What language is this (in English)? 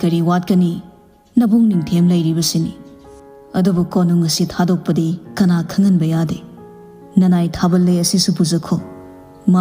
Manipuri